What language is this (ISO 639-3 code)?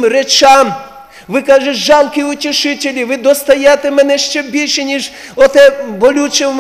ukr